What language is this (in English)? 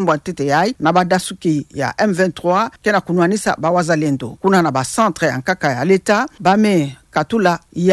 Kituba (Democratic Republic of Congo)